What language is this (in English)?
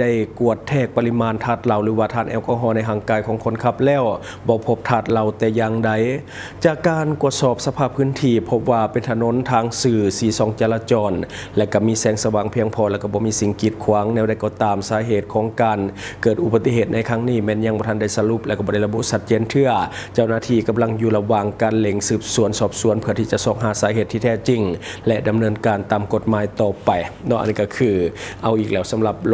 Lao